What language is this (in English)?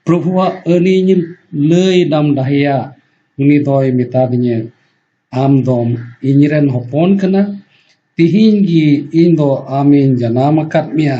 Santali